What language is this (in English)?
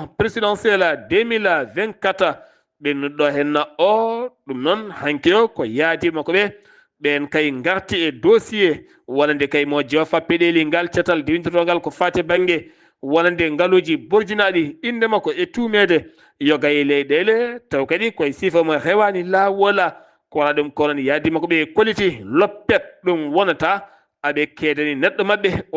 Fula